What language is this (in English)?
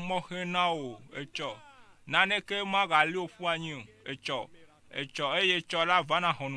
Ewe